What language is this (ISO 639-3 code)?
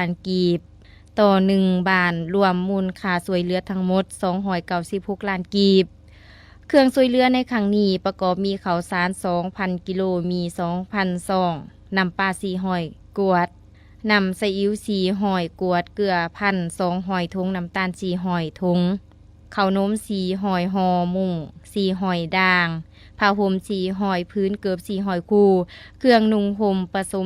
lao